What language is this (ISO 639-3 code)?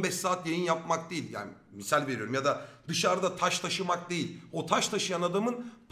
tur